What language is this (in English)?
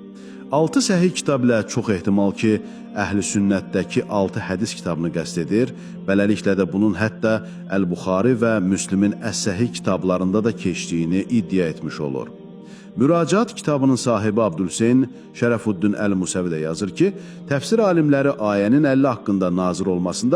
Azerbaijani